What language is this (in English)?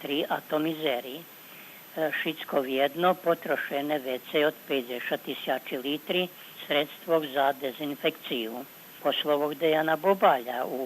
Rusyn